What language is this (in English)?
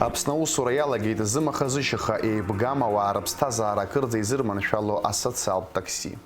Abkhazian